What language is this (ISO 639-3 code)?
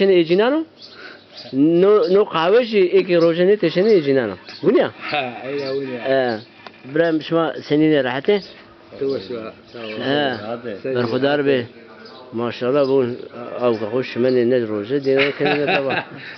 zza